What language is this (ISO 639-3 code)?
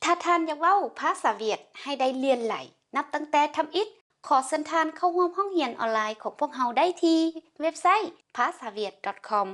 lao